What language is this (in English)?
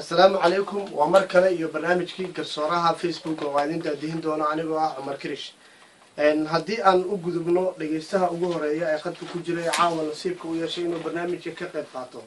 Somali